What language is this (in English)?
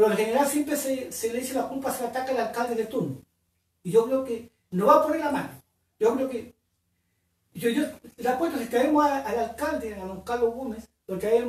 Spanish